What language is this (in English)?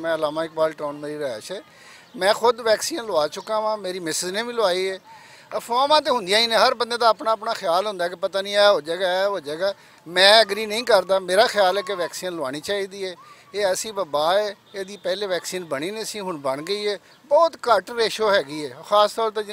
Western Panjabi